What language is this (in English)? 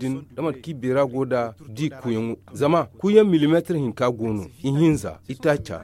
Zarma